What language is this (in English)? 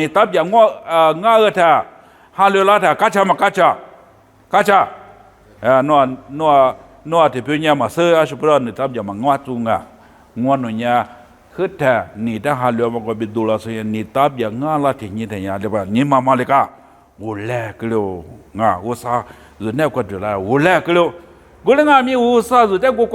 Lisu